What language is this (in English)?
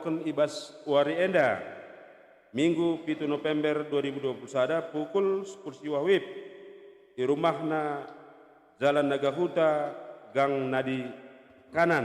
Batak Karo